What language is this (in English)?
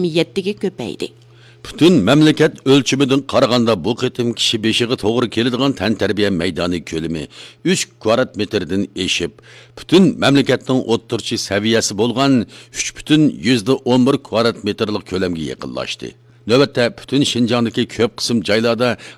Uyghur